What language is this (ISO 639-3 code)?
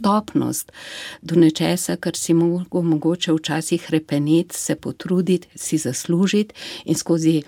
slv